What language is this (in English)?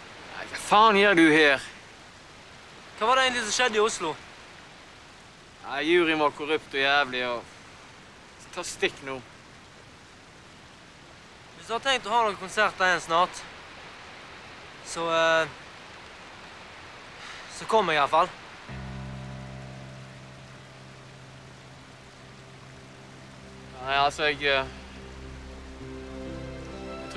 Norwegian